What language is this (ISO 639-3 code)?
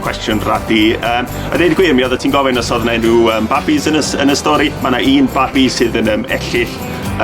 cym